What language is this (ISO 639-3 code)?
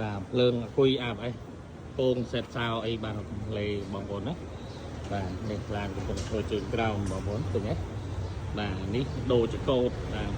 khm